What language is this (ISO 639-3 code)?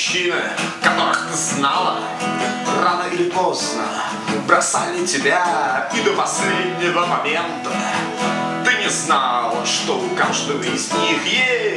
rus